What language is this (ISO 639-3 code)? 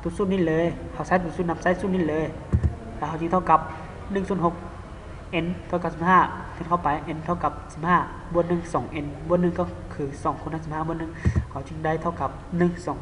lao